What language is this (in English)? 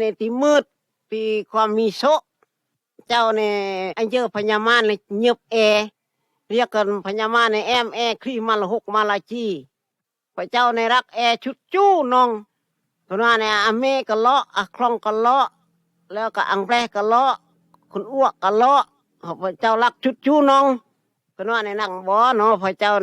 Phai